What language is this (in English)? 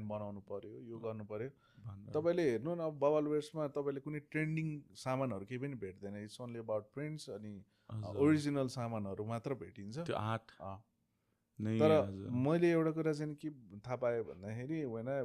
Nepali